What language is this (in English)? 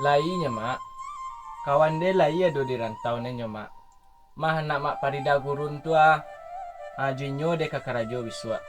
Minangkabau